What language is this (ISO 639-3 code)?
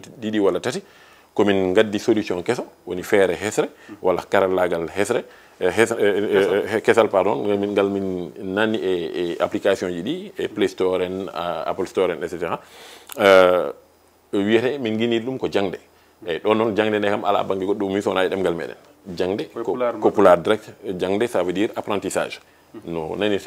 ful